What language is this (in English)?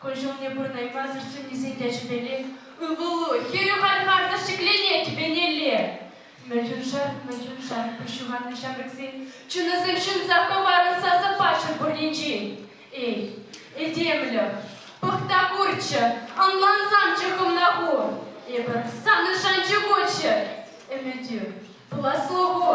Chuvash